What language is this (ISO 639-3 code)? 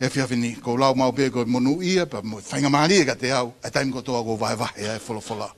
ton